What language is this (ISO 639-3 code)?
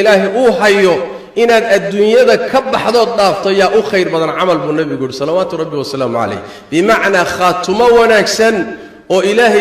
som